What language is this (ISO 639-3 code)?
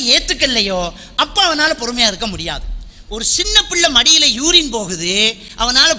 tam